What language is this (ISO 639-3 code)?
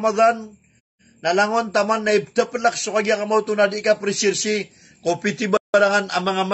mrw